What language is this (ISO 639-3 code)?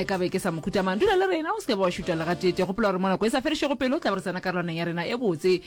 nso